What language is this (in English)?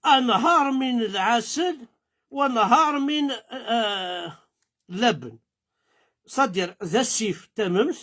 Kabyle